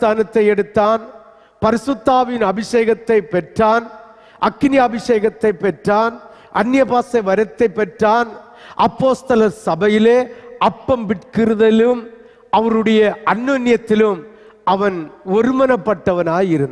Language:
Tamil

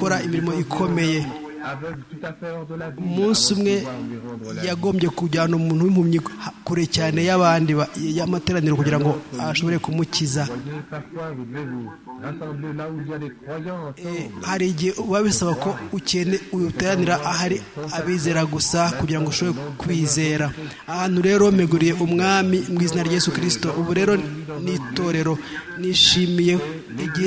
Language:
Kinyarwanda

